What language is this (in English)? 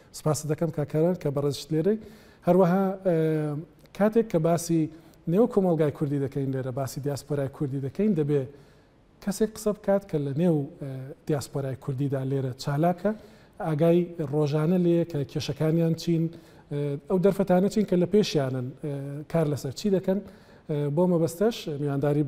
Central Kurdish